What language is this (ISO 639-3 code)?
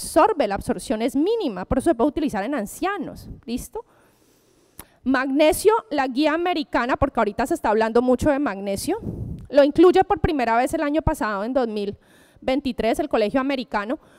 spa